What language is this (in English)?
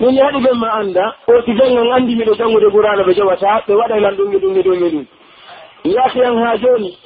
Pular